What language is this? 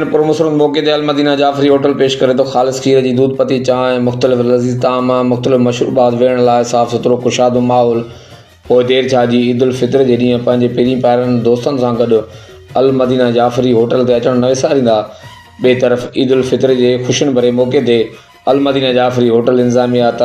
Sindhi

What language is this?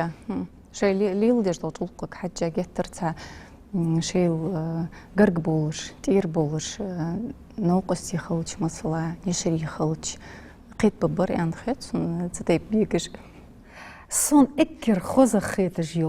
Ingush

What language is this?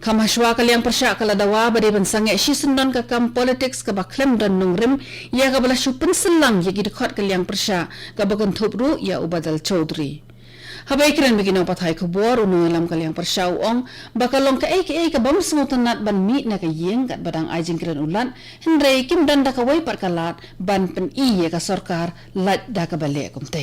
Khasi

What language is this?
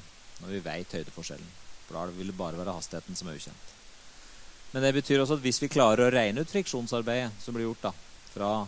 Norwegian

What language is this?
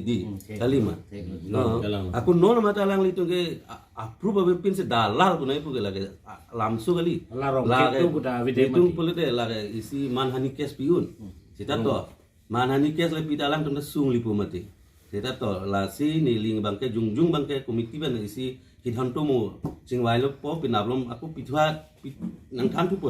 Karbi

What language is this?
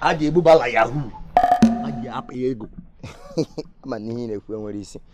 Igbo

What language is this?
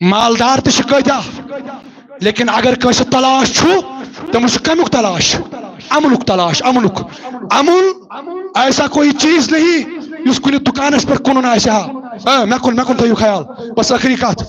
Kashmiri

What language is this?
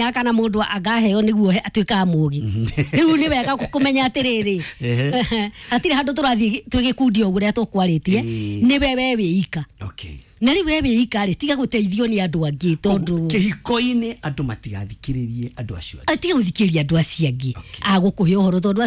Kikuyu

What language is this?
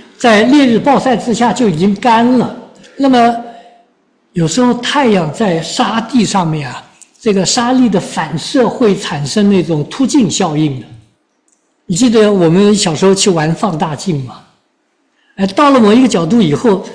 Chinese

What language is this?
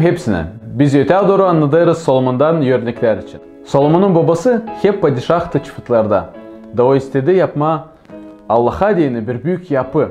Gagauz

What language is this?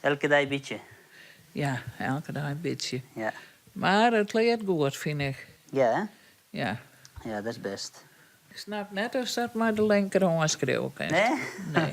Western Frisian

